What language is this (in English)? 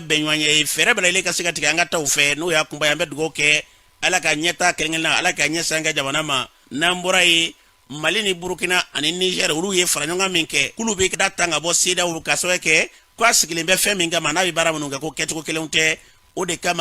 Bambara